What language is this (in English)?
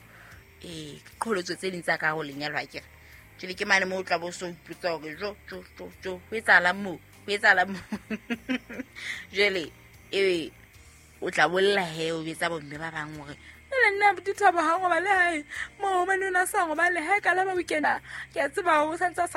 Southern Sotho